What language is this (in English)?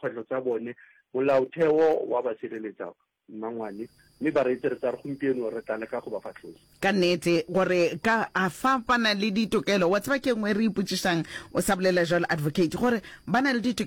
Northern Sotho